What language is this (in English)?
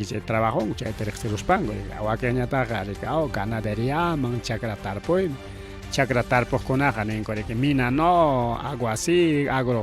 Ayacucho Quechua